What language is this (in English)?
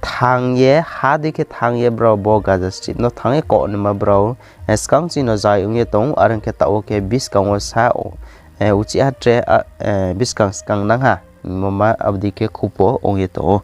Riang (India)